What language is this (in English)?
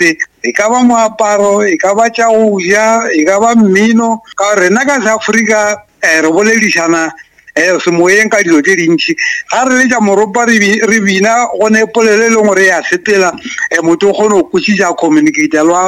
Northern Sotho